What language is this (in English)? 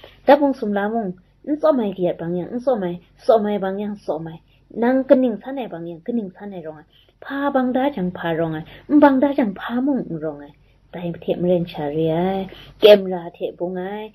Kachin